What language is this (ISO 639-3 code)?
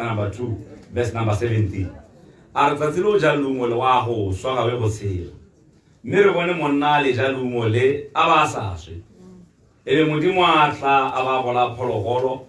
tsn